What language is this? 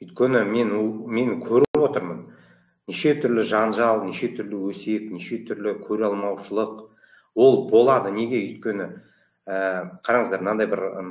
Kazakh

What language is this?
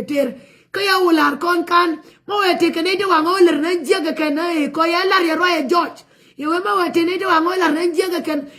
Nuer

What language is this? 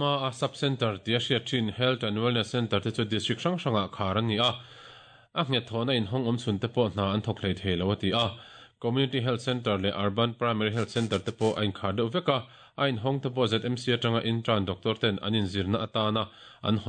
Mizo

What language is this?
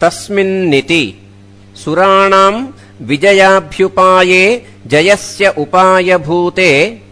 Sanskrit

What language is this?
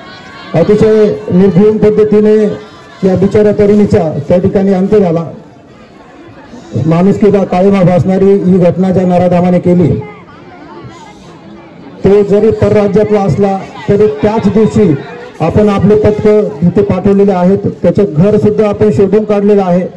Marathi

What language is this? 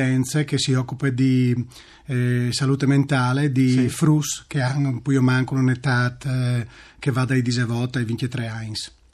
Friulian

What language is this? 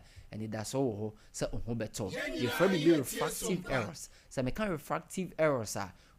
Akan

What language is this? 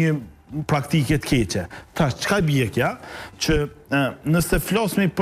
Albanian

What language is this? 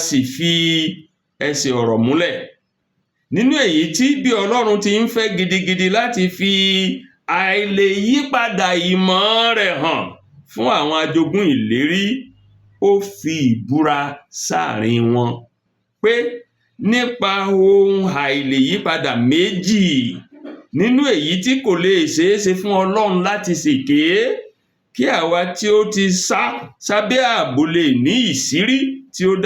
Yoruba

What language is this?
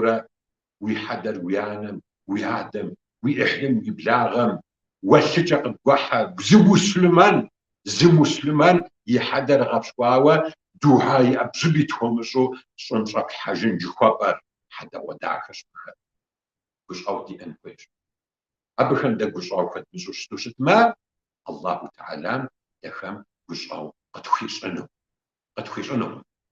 Kabardian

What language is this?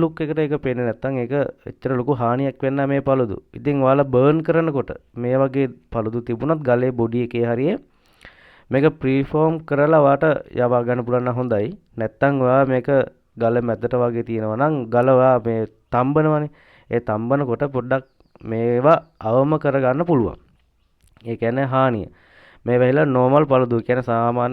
Sinhala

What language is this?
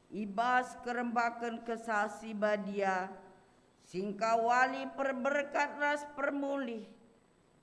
Batak Karo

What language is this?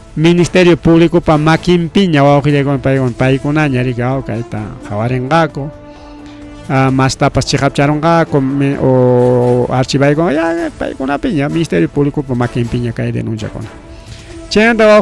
Ayacucho Quechua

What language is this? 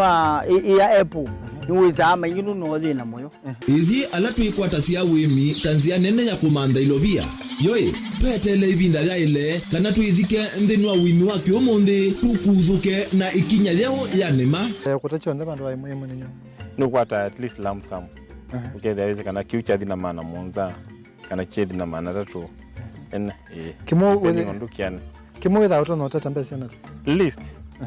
Kamba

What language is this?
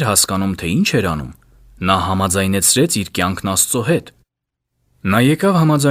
Armenian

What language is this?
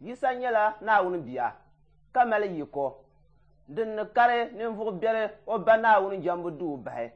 Dagbani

